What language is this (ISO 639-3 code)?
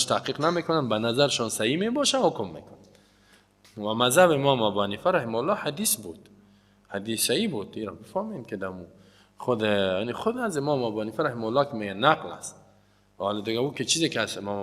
fas